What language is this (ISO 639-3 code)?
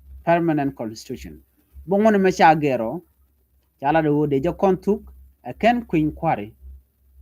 nus